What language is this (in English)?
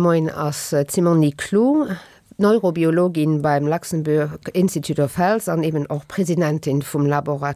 Luxembourgish